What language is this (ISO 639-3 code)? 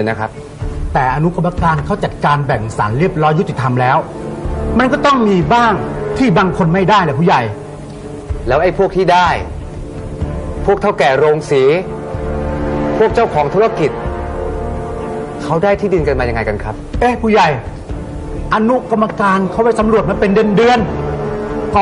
tha